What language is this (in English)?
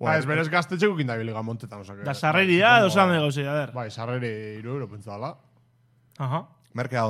Basque